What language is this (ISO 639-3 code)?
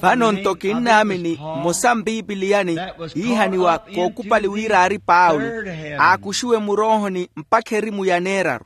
vmw